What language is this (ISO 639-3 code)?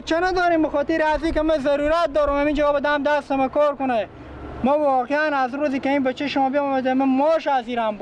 fas